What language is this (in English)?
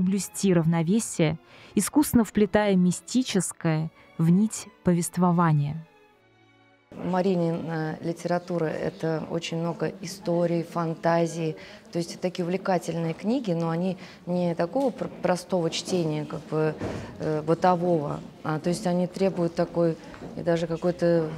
Russian